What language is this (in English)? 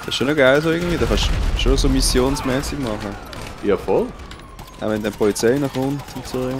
Swiss German